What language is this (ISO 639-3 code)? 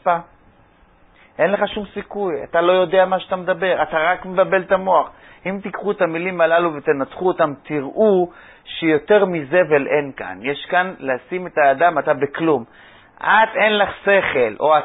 heb